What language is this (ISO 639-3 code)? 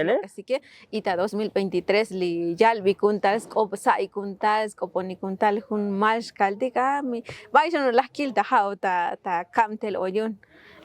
tzo